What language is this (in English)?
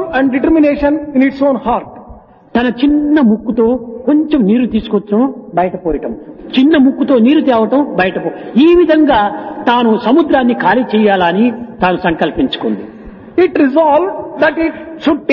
Telugu